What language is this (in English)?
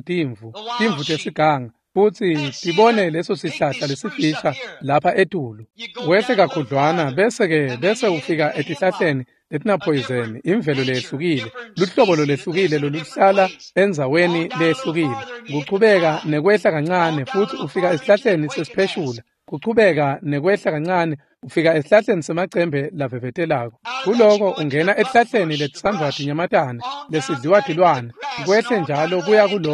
Swati